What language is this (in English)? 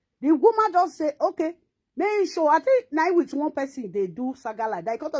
Nigerian Pidgin